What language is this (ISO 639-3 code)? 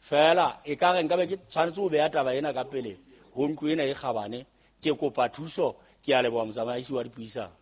sot